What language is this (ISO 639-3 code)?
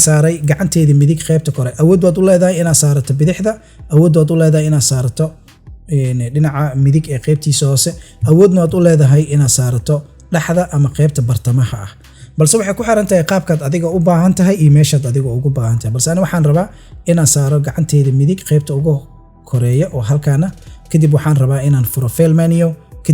som